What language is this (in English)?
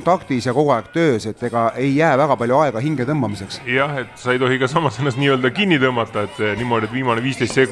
Estonian